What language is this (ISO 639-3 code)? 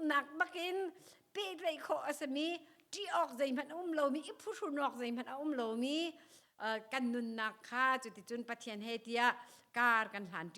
cnh